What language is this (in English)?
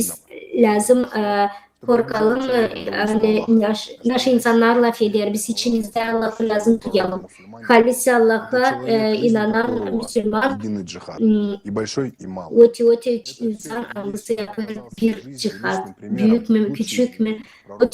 Gagauz